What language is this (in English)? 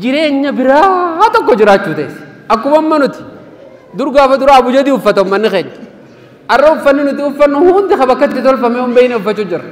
Oromo